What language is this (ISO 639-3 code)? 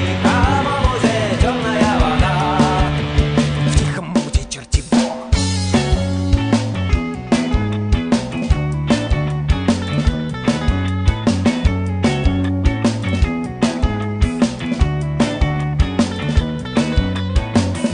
rus